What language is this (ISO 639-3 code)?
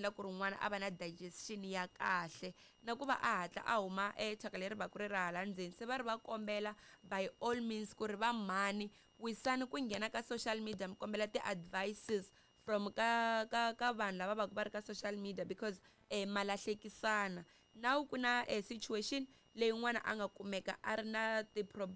tso